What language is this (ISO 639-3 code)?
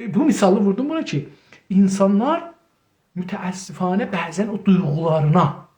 azb